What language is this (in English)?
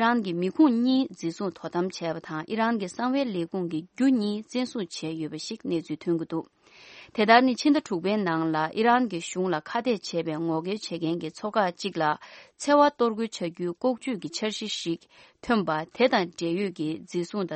Tibetan